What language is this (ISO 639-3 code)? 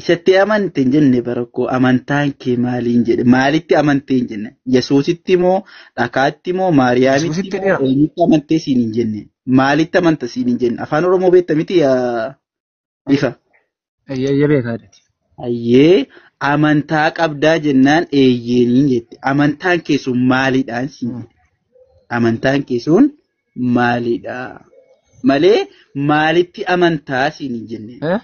orm